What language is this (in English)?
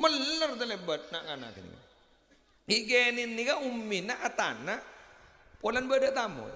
Madurese